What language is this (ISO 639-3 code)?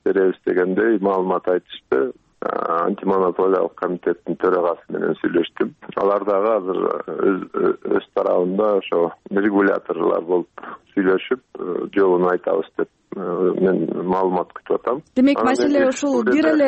kir